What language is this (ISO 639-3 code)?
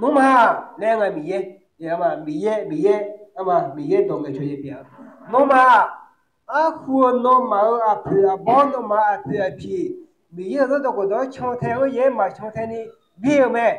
ahk